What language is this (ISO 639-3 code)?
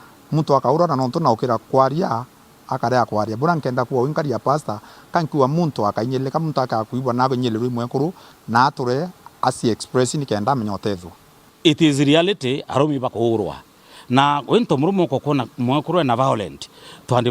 mer